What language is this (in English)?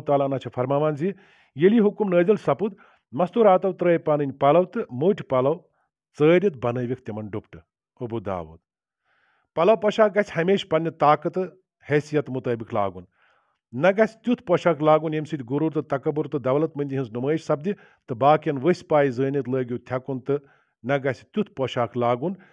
Kashmiri